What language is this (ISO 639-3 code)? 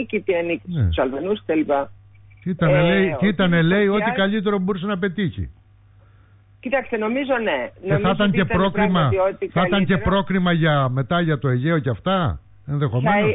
ell